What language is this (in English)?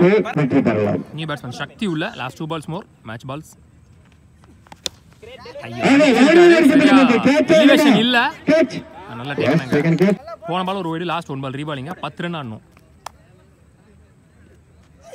Tamil